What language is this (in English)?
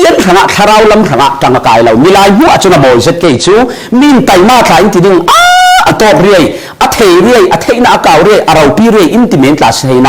Falam Chin